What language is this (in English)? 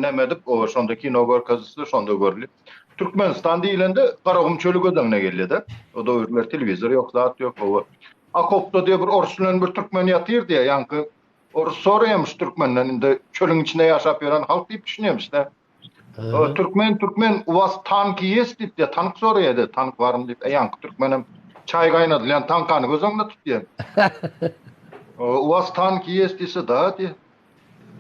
Turkmen